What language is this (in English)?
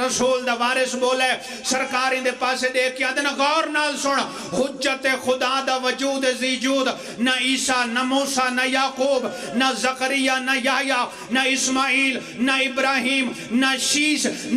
Pahari-Potwari